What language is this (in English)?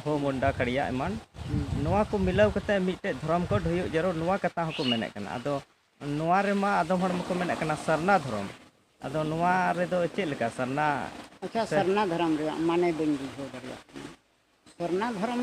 Santali